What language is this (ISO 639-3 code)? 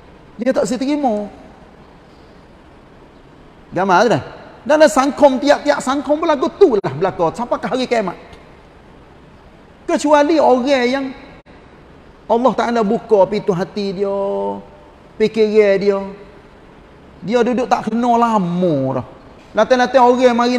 msa